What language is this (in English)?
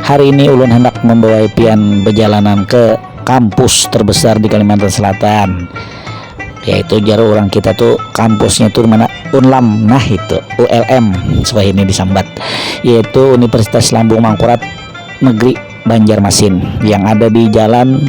Banjar